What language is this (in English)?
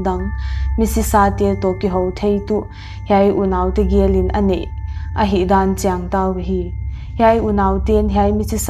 Paite Chin